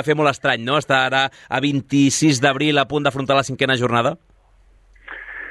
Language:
Catalan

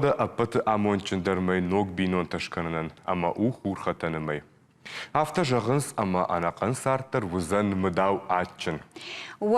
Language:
Ossetic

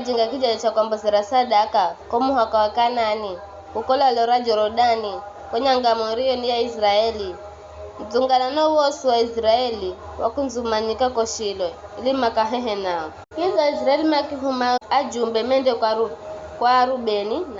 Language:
Giryama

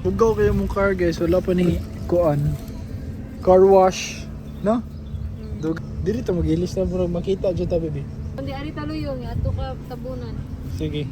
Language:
Cebuano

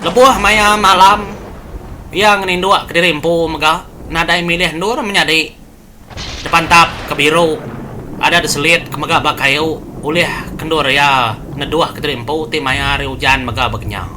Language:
Iban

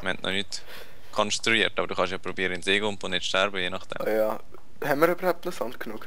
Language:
Swiss German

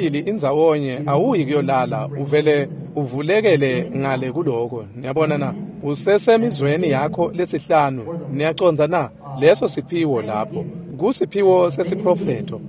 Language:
Swati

